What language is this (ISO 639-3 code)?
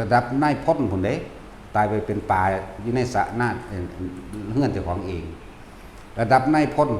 tts